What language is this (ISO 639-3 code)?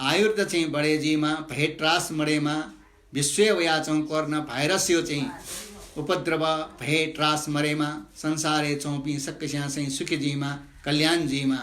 new